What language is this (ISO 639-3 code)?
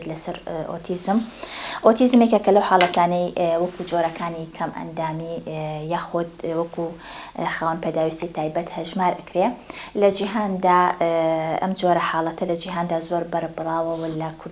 ckb